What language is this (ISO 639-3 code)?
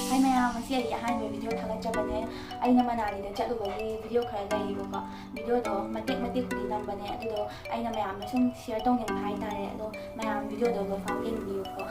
mni